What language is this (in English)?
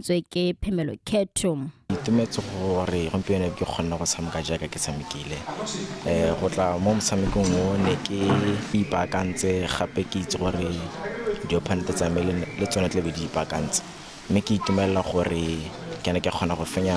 Tswana